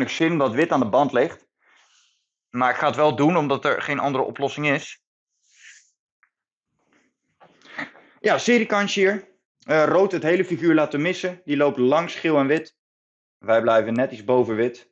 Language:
Dutch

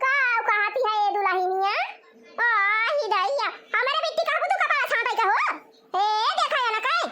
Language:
Awadhi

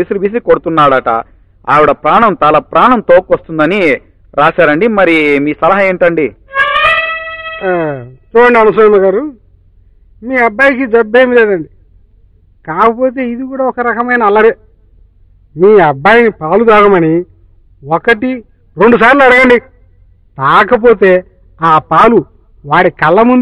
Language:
Telugu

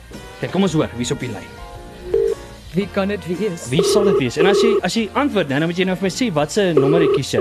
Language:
Afrikaans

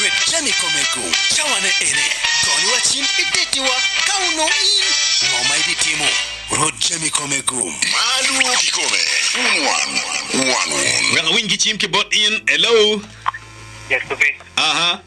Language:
Acoli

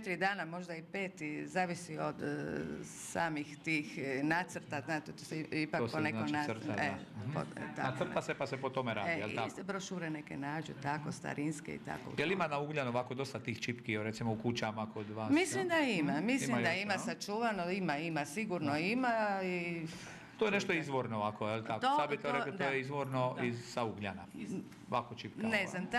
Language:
Croatian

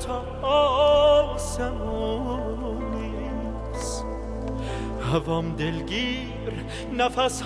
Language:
Persian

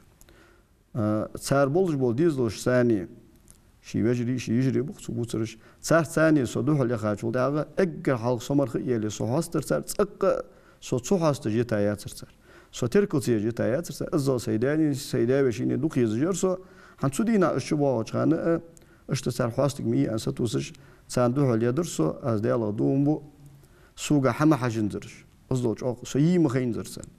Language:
Ingush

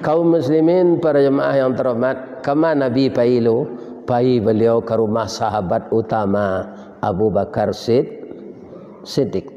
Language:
Minangkabau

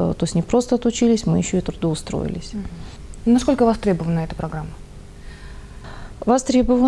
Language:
Russian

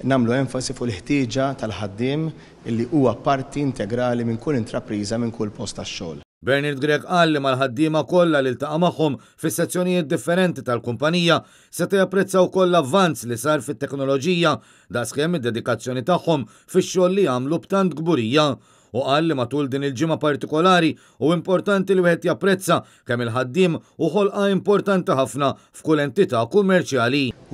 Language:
Maltese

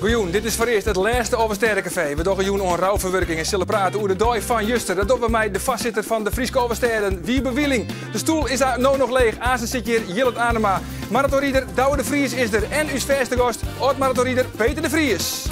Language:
Western Frisian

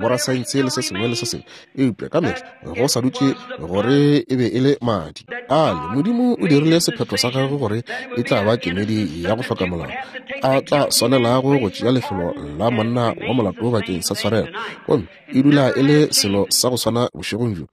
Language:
Northern Sotho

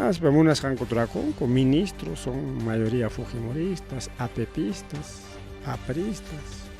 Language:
Ayacucho Quechua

